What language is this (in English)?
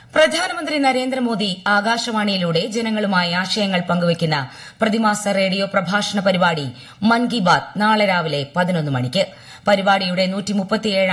Malayalam